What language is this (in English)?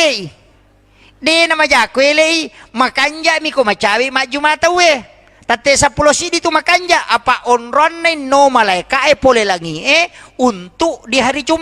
Buginese